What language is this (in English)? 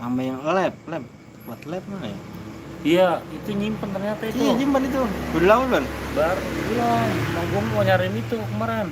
Betawi